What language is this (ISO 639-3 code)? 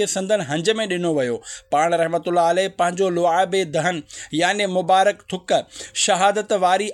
snd